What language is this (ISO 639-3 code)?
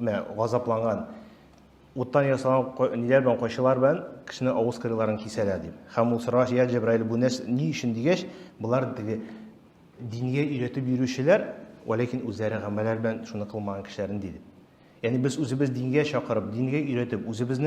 tat